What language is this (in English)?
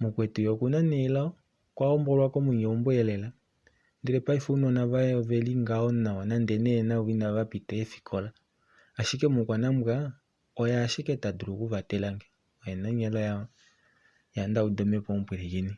Kuanyama